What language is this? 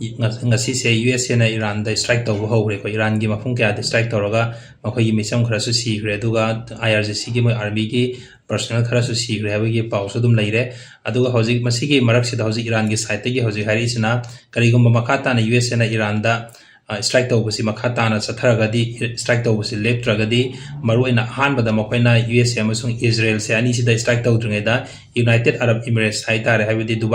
Manipuri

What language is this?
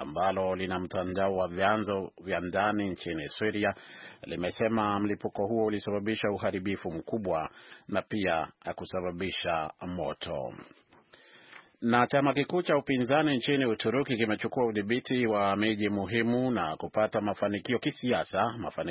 Swahili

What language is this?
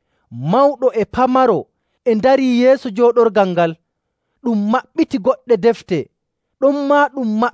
Nigerian Fulfulde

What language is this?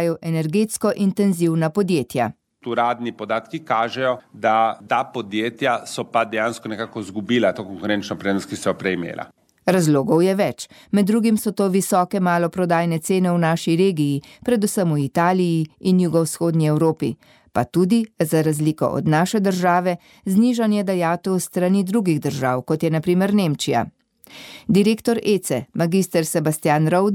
Slovenian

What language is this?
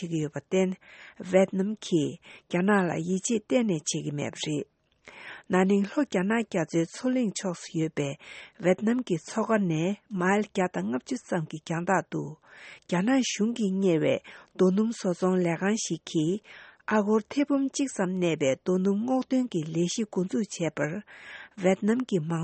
Tibetan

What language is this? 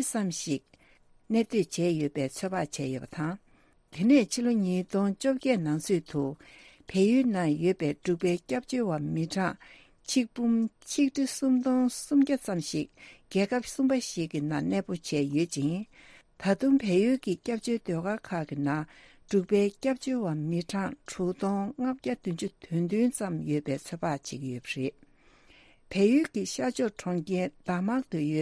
Tibetan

